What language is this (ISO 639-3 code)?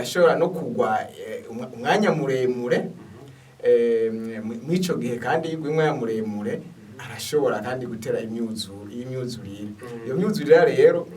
run